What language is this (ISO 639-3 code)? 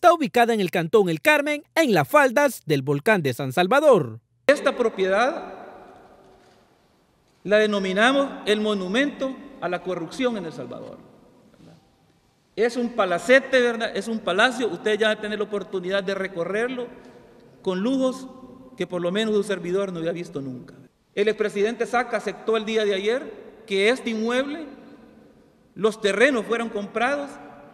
spa